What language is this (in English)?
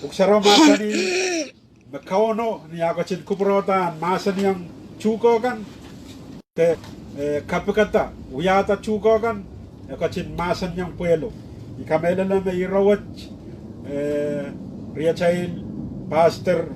Pohnpeian